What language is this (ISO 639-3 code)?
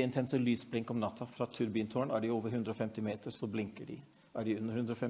nor